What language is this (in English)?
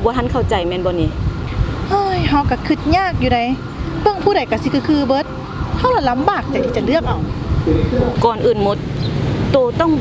Lao